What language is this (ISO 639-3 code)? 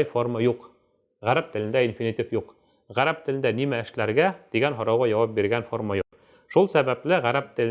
bak